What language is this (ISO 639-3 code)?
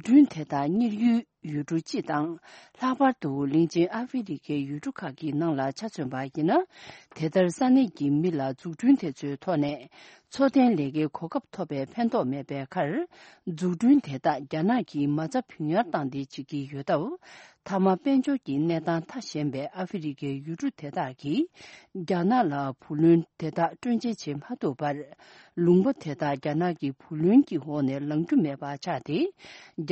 bod